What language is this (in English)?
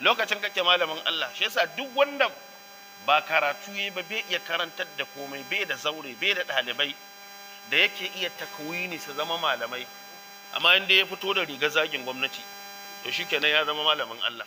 Hausa